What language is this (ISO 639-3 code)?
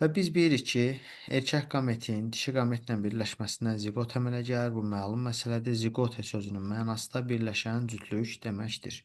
aze